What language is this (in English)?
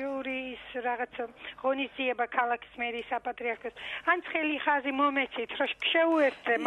Georgian